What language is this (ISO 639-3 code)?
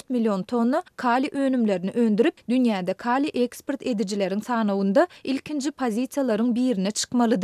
tuk